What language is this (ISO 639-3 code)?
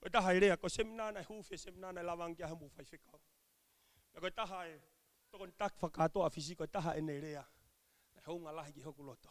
ton